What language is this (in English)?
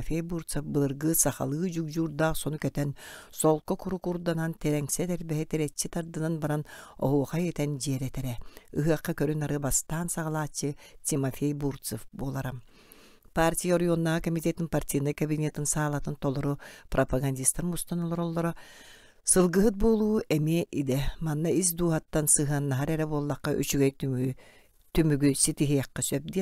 Yakut